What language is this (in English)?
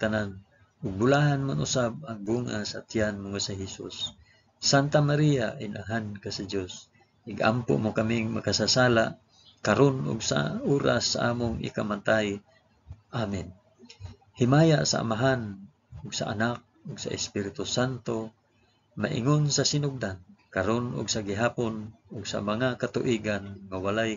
Cebuano